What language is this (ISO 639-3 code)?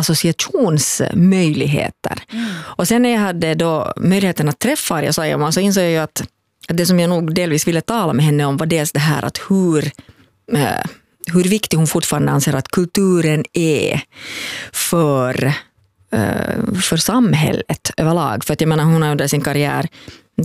swe